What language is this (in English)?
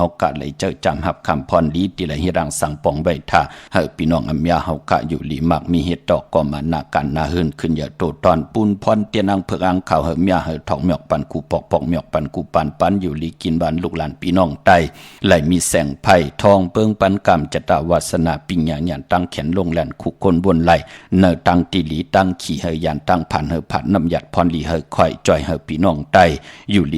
Shan